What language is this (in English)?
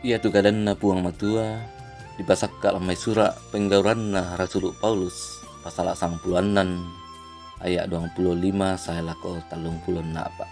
Toraja-Sa'dan